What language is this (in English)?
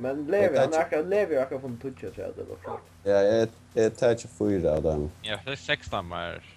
Faroese